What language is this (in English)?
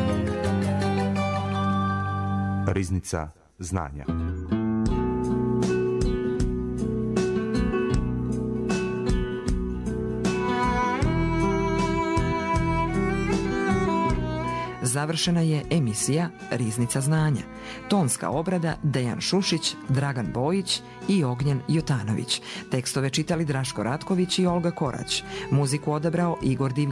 Serbian